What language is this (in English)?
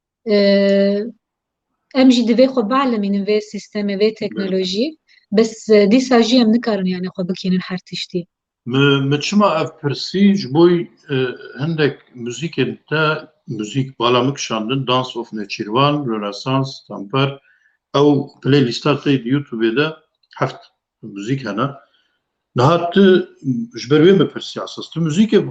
Kurdish